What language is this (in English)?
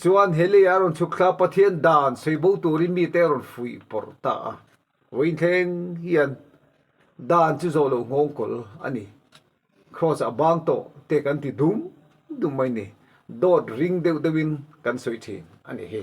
Mizo